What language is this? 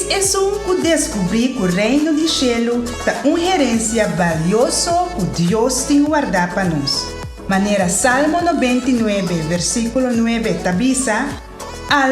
Papiamento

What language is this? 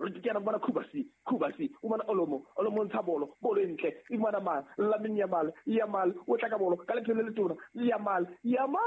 Southern Sotho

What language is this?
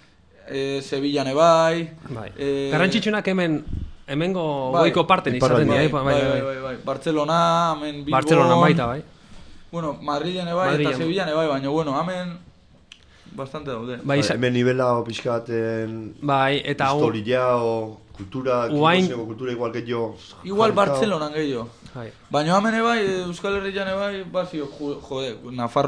Basque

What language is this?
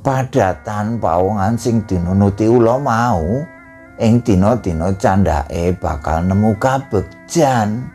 Javanese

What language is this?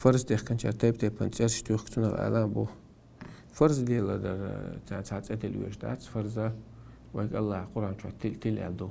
Chechen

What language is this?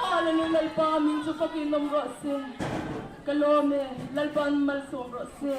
Mizo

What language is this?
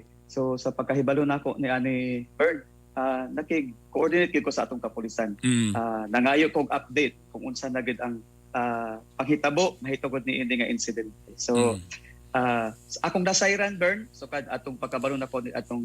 Cebuano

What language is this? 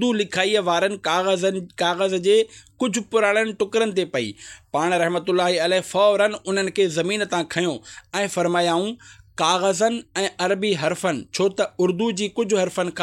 Sindhi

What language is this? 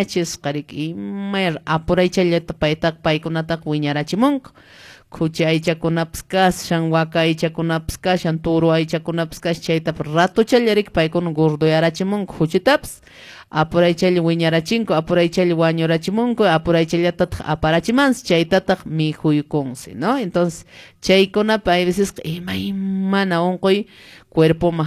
Quechua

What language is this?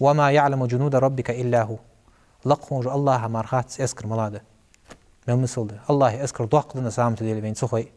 Ingush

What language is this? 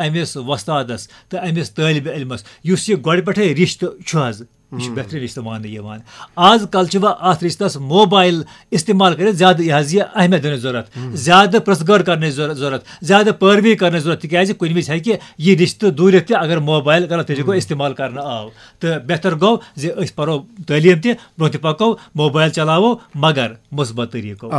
Kashmiri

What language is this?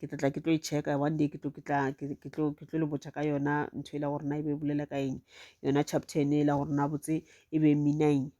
Northern Sotho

